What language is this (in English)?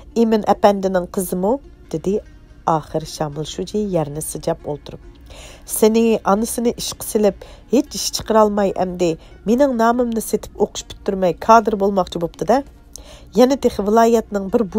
Uyghur